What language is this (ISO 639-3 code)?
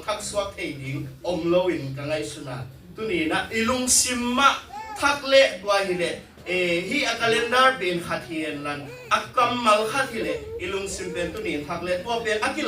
ctd